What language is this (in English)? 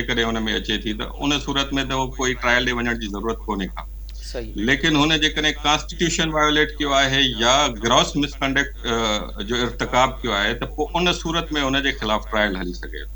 Sindhi